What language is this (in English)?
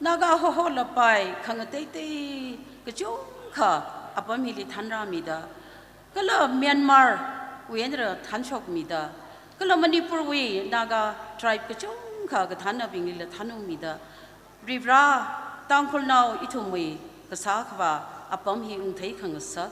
Tangkhul Naga (India)